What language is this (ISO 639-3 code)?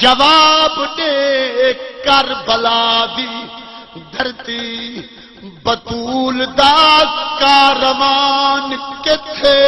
skr